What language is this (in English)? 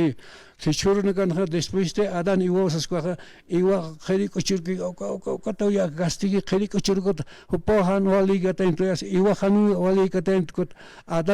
Aymara